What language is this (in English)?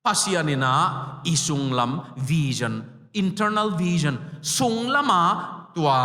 Tedim Chin